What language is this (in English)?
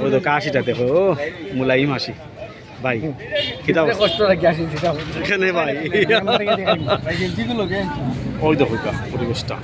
Sylheti